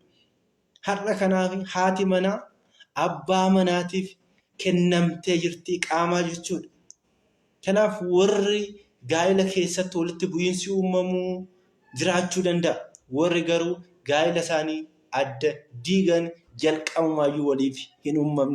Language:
Oromo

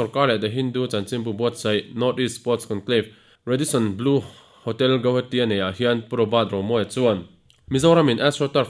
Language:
Mizo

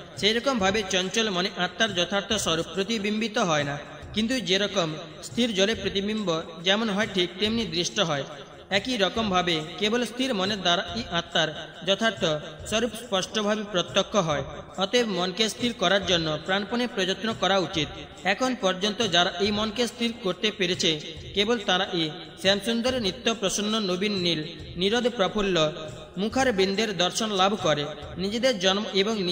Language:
Bangla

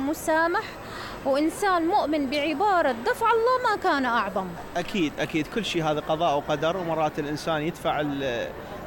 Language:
Mesopotamian Arabic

